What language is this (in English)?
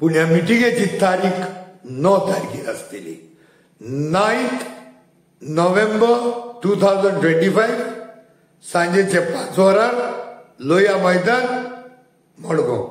Konkani